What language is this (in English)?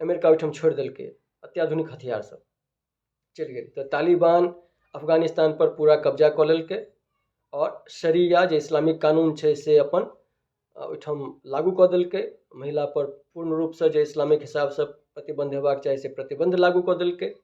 Maithili